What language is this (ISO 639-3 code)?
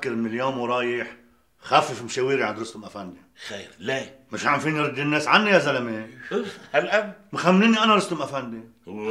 apc